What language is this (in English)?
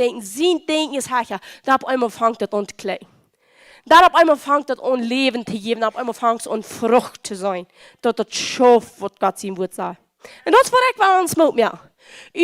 Plautdietsch